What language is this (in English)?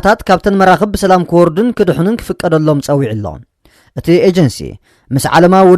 Tigrinya